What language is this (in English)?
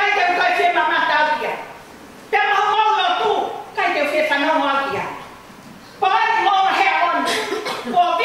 Tongan